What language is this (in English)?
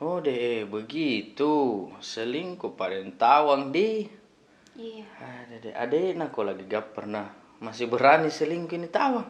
Makassar Malay